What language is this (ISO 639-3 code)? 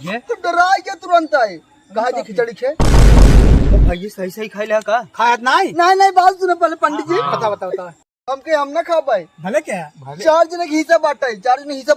awa